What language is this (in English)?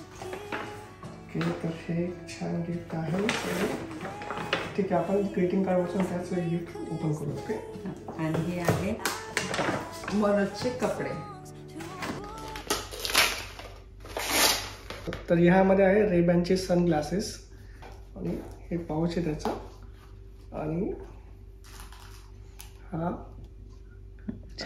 Marathi